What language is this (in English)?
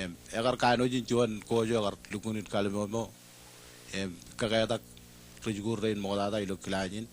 Marshallese